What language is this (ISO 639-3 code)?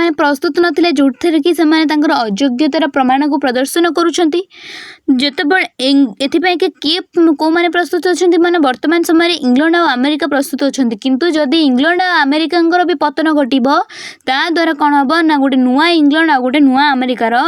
ori